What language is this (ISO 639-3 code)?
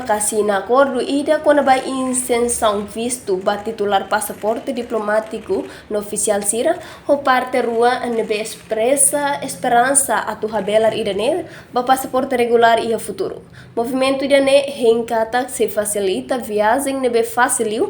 tet